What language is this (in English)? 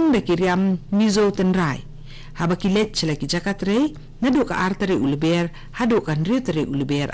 Khasi